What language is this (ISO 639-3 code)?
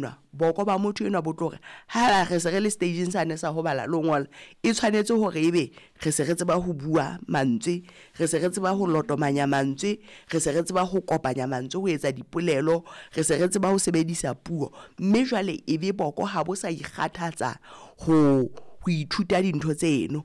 sot